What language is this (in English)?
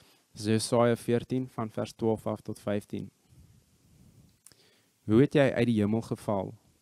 Afrikaans